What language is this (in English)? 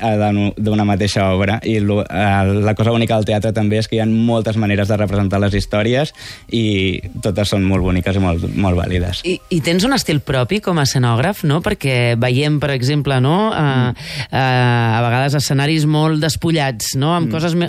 Catalan